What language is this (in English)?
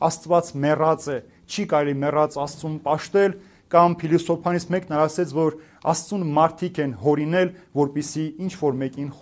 Armenian